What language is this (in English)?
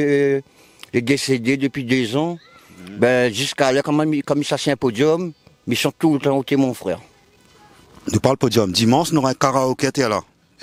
Réunion Creole French